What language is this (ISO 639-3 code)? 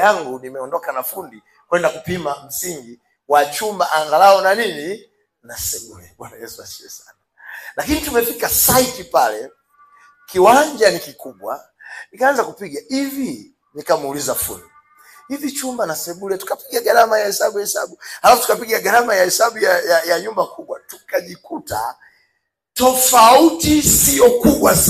swa